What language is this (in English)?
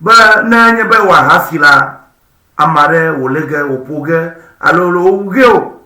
Ewe